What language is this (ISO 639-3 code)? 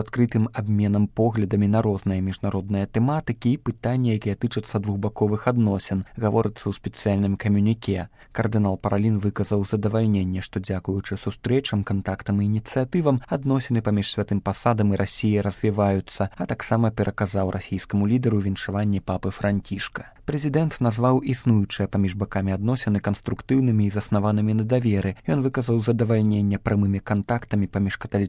bel